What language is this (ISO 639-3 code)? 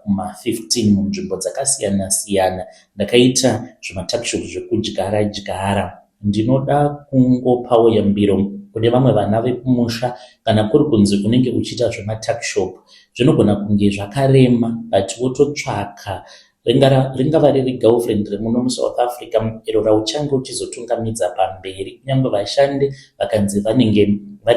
sna